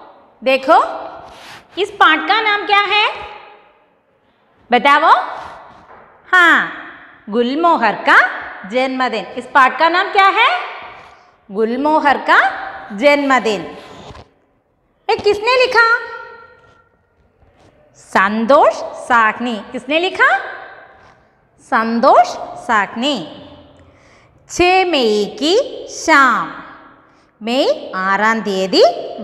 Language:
Malayalam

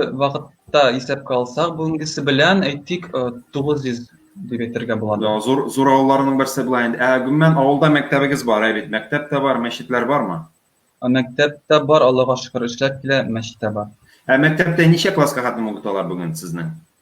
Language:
Tatar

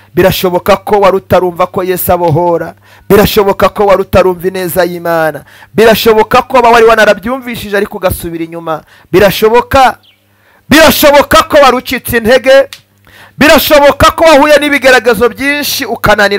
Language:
Kinyarwanda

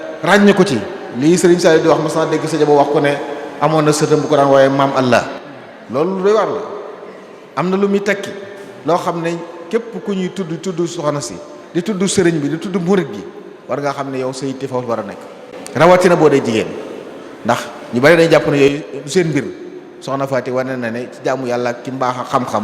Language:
Wolof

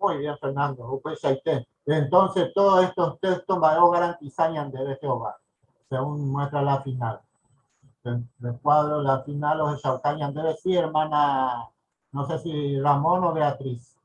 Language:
Guarani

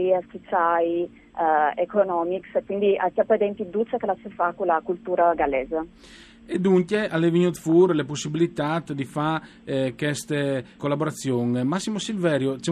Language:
Friulian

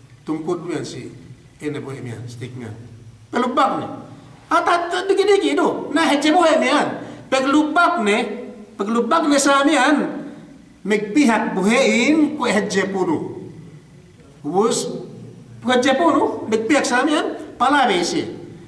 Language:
Yakan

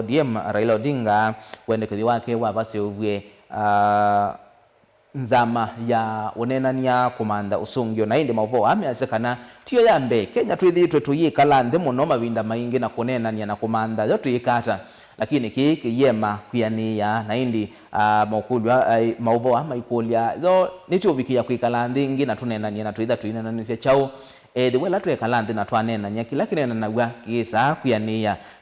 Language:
Kamba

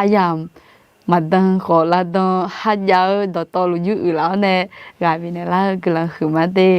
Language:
Akha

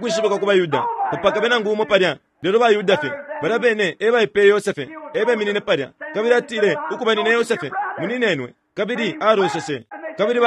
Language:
Bemba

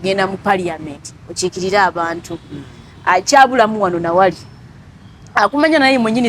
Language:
Ganda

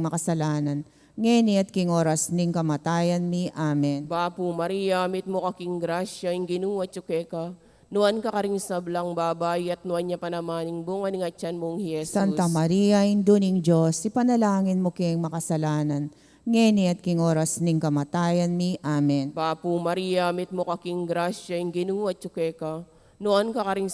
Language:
Pampanga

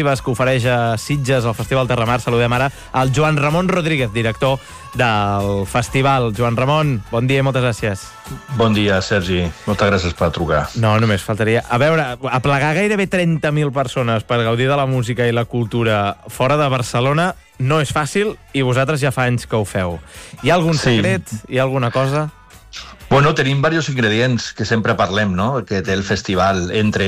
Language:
Catalan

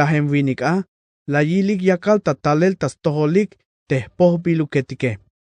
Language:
Tzeltal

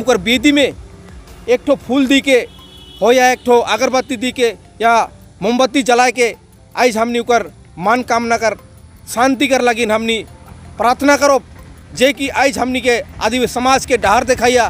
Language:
Sadri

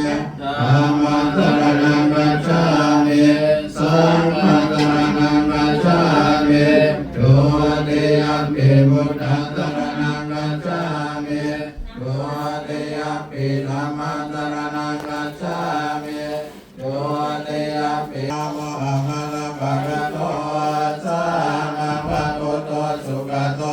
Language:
Pali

